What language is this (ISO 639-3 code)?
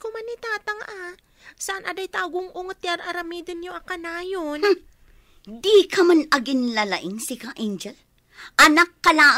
ilo